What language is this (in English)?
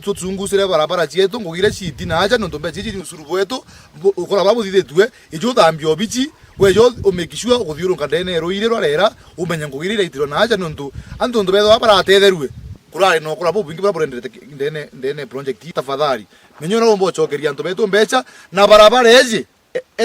Meru